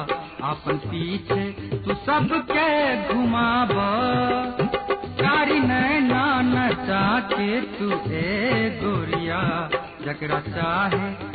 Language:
Bhojpuri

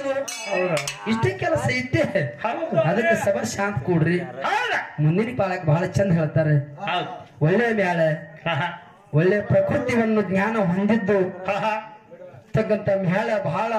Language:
Kannada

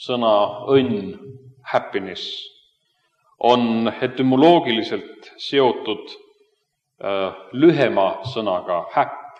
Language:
Estonian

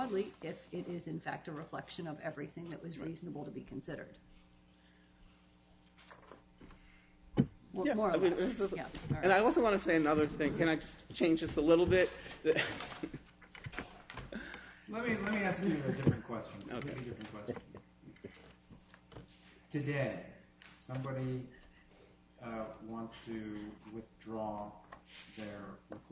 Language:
English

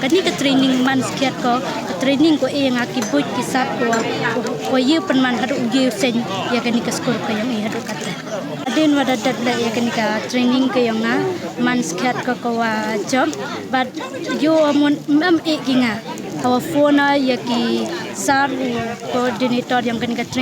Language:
Khasi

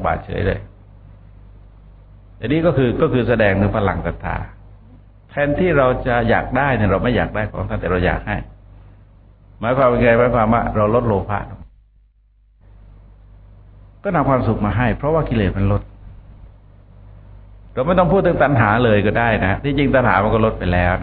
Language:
Thai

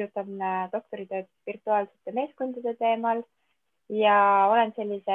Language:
Estonian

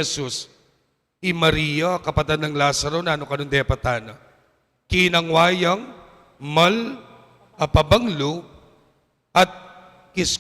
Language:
Pampanga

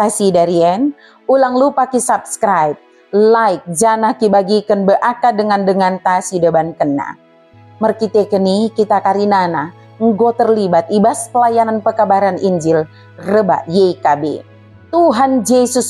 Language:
Batak Dairi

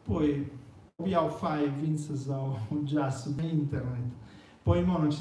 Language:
Sardinian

